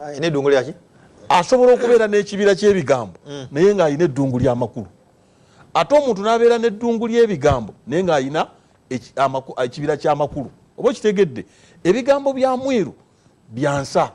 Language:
Ganda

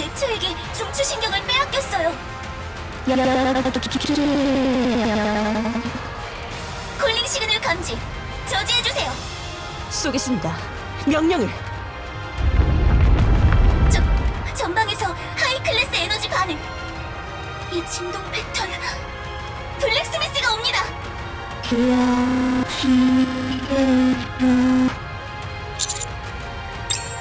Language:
Korean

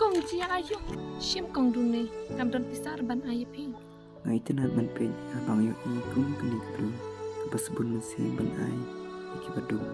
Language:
Khasi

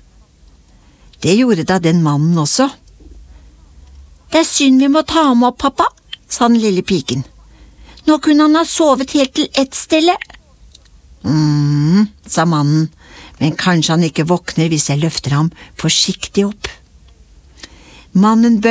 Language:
Norwegian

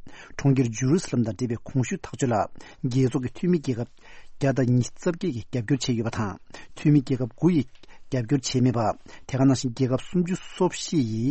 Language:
Tibetan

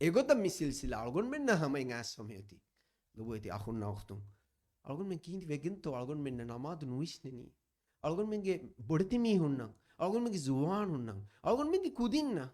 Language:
Divehi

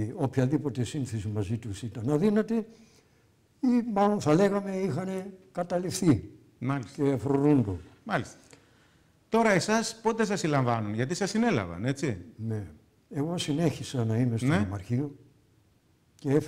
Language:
Greek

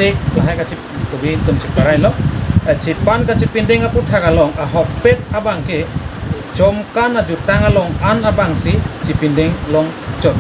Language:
Karbi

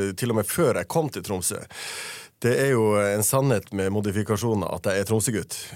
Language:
Norwegian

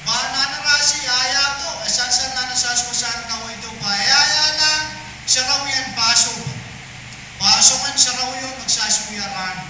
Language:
Pohnpeian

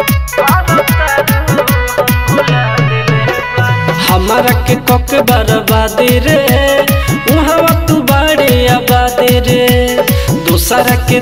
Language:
Bhojpuri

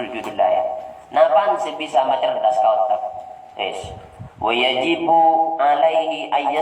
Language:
Madurese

